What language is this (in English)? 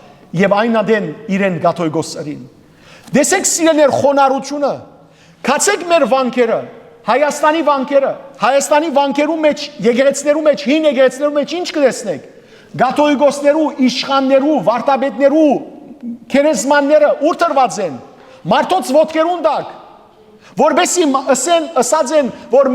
Western Armenian